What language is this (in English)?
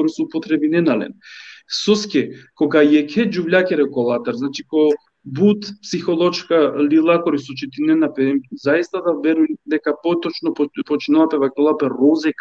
Balkan Romani